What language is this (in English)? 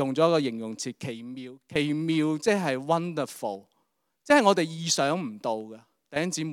Cantonese